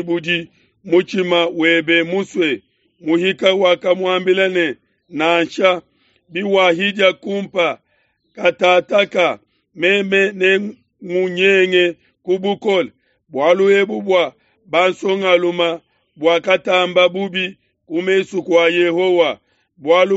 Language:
Luba-Lulua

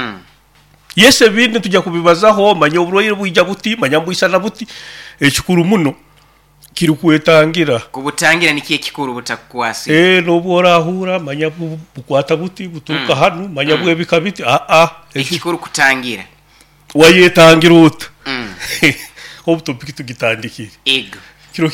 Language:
Nyoro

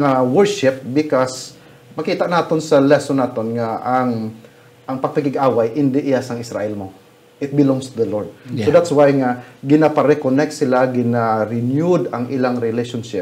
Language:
Hiligaynon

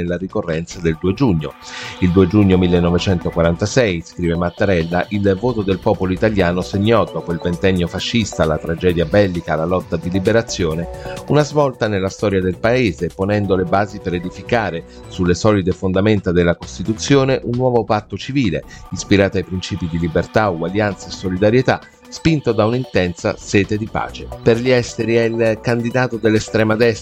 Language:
Italian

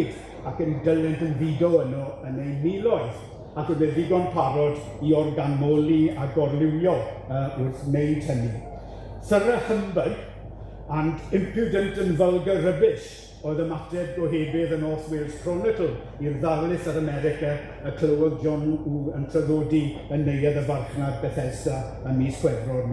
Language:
Welsh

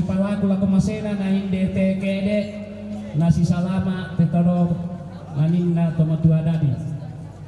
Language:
Toraja-Sa'dan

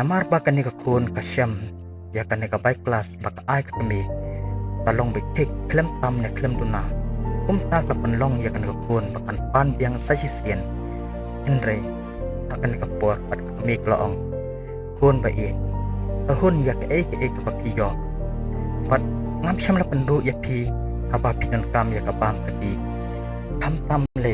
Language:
Khasi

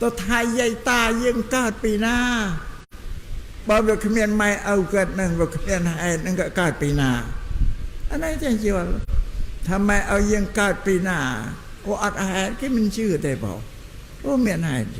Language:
Khmer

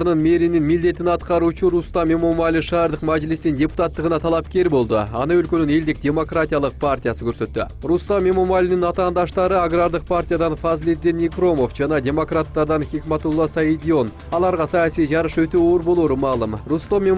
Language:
Kyrgyz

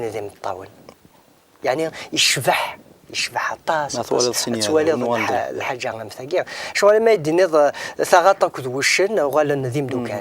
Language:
Kabyle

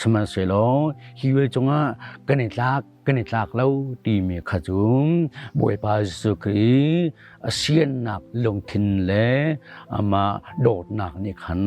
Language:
Hakha Chin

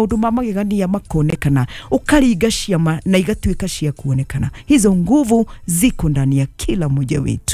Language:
Kikuyu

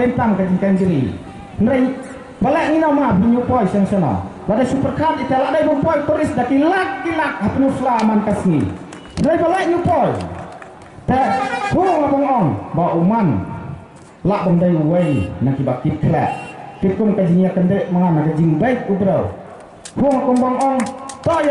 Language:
Khasi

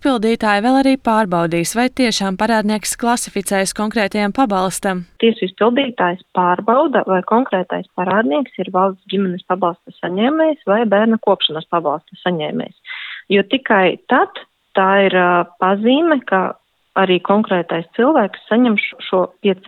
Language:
Latvian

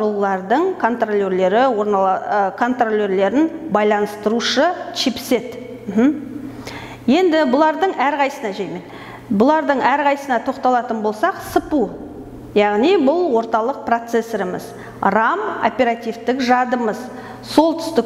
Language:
Kazakh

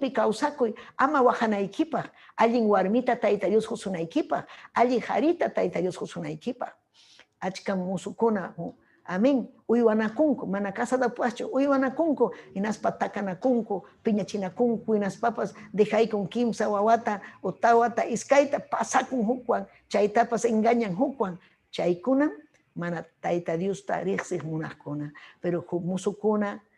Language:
Ayacucho Quechua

